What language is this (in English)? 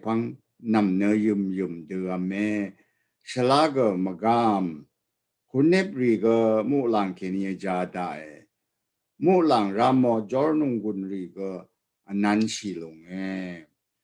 Rawang